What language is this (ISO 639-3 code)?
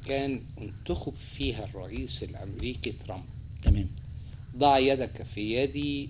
arz